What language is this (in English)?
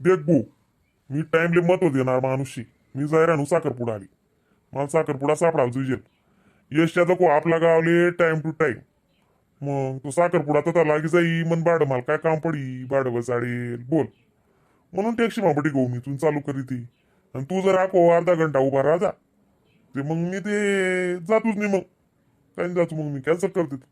Khandesi